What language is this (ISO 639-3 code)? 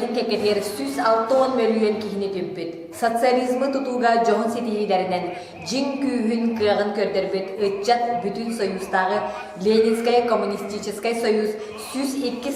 sah